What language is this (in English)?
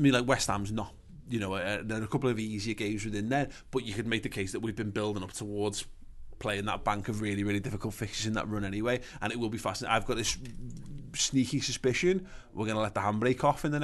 English